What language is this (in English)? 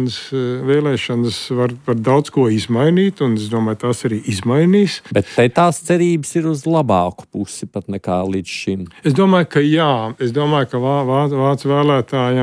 Latvian